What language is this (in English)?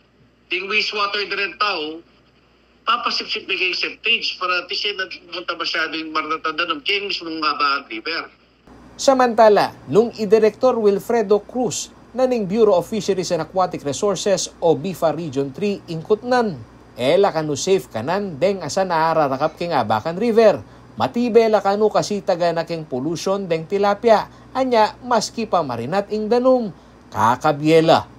Pampanga